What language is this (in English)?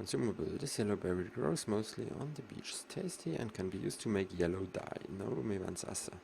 Swiss German